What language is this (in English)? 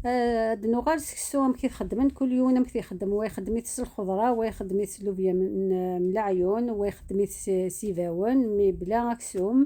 Kabyle